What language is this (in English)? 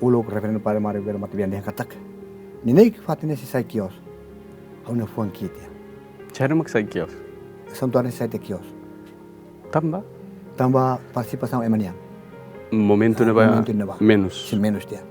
Tetum